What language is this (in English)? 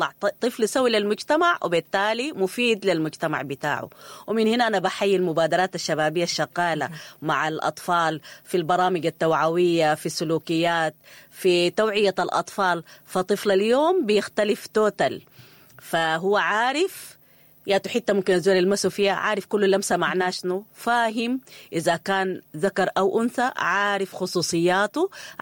Sudanese Arabic